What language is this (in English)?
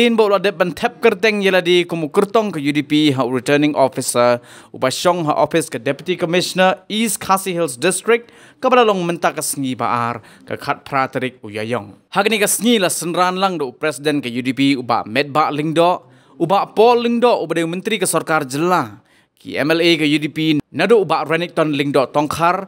Khasi